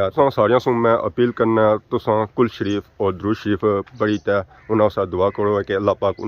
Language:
Pahari-Potwari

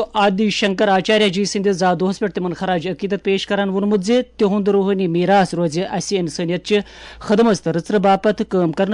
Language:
Kashmiri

